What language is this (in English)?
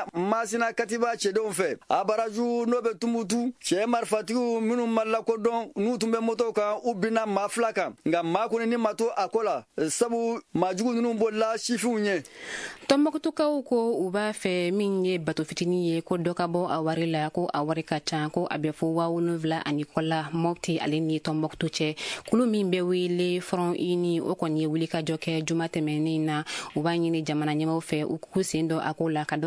Bambara